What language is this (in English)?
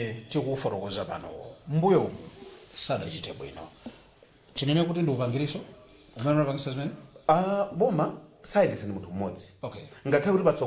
Nyanja